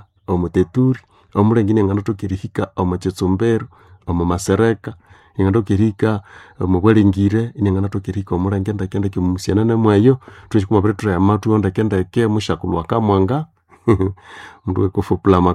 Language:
Nande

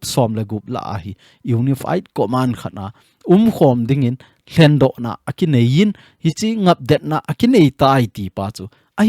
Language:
Thado Chin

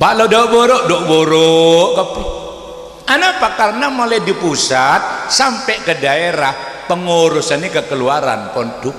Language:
Madurese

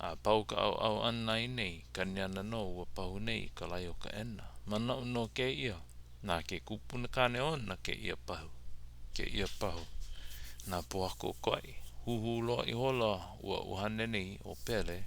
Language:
Hawaiian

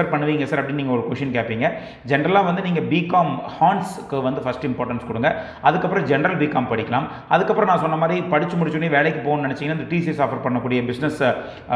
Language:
Tamil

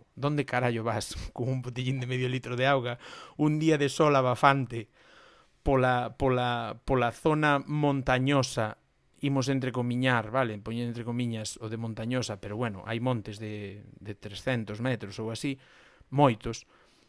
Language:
Galician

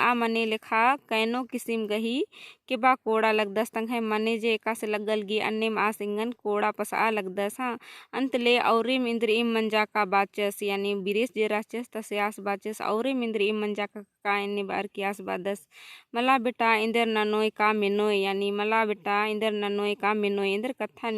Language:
Kurukh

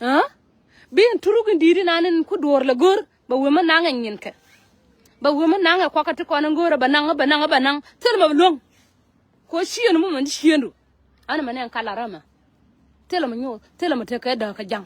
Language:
Nuer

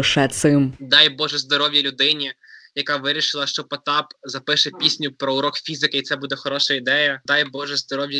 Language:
Ukrainian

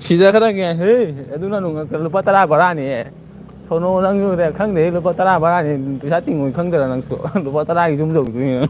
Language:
Manipuri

